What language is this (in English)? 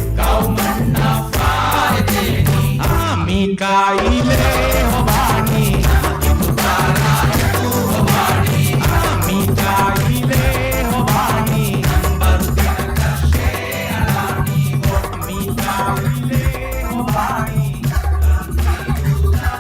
Divehi